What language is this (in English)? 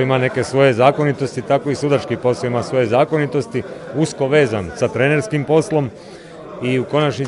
Croatian